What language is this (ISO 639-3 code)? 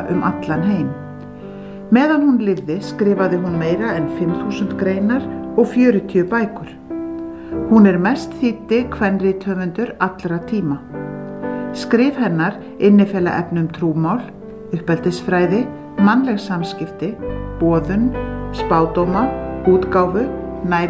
isl